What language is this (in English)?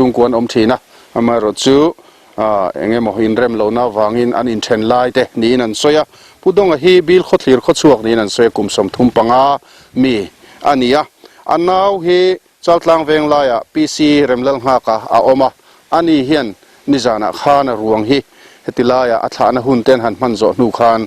Mizo